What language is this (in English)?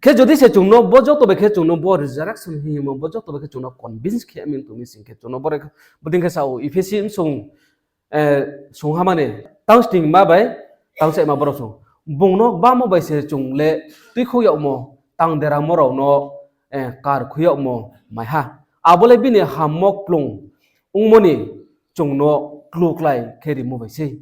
Riang (India)